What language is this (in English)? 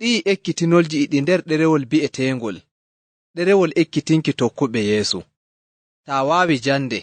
Nigerian Fulfulde